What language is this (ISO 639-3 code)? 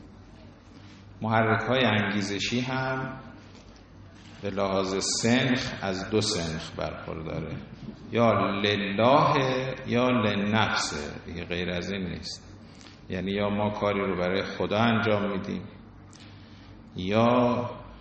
fas